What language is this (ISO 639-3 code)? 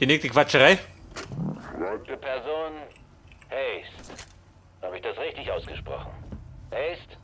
bar